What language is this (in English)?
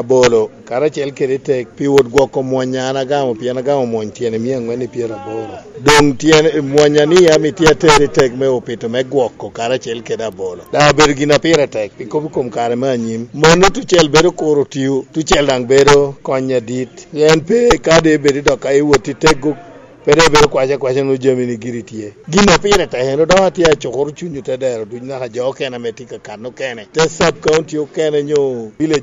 Lango (Uganda)